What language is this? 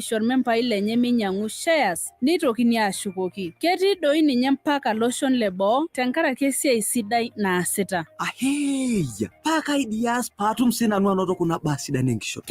Masai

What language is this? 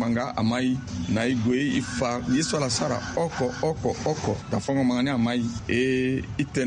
Sango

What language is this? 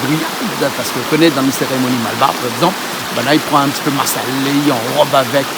Réunion Creole French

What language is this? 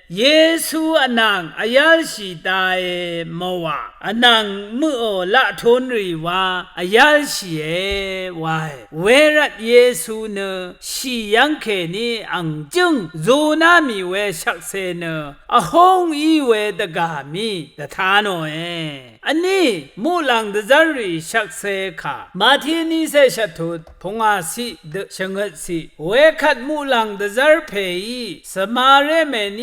Rawang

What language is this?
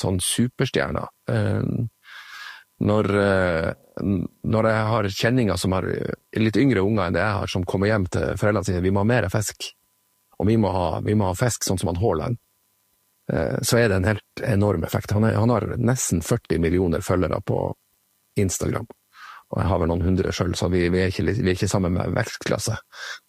Norwegian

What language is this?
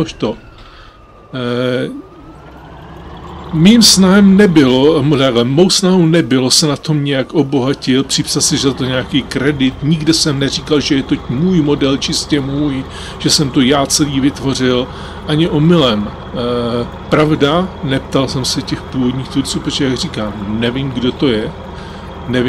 Czech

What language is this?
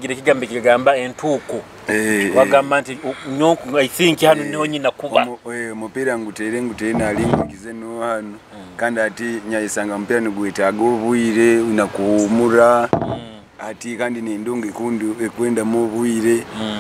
Nyoro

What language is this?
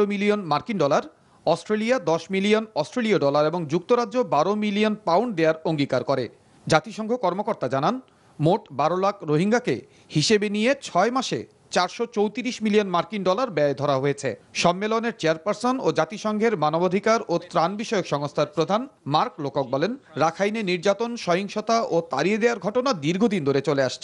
Bangla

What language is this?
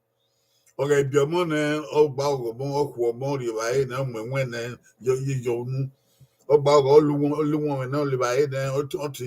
Bini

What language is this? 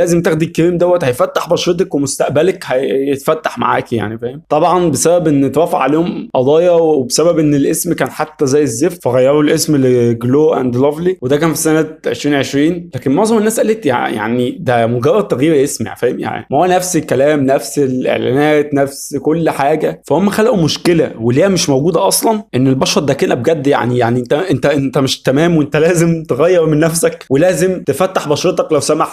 Egyptian Arabic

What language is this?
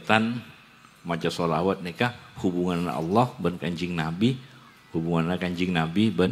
Madurese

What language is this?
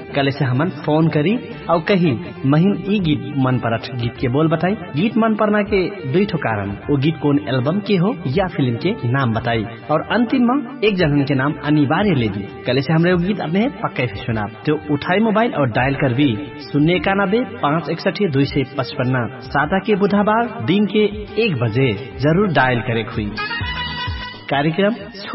Bhojpuri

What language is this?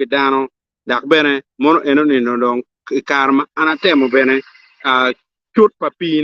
Acoli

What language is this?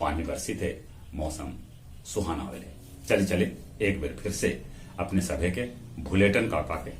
Magahi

